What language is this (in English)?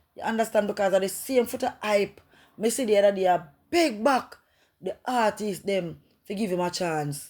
Jamaican Creole English